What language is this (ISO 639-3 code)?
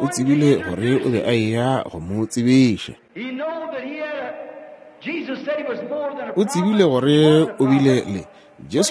nso